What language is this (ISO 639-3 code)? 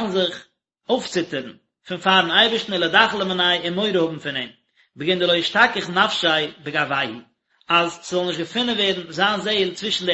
yid